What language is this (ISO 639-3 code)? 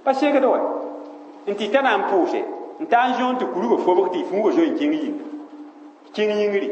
mos